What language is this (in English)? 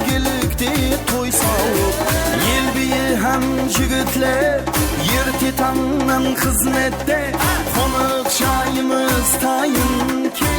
Kara-Kalpak